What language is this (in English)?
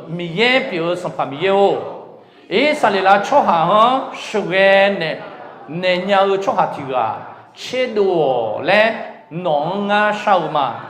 Akha